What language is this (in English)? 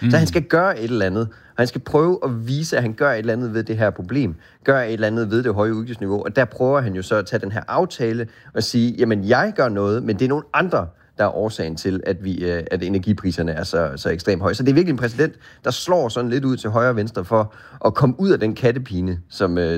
Danish